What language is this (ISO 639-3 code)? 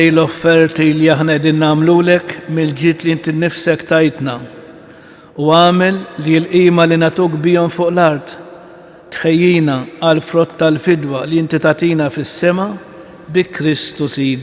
mlt